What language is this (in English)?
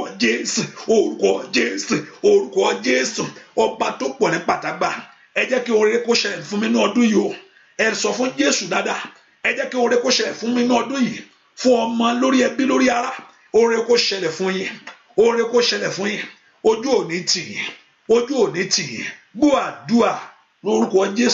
Yoruba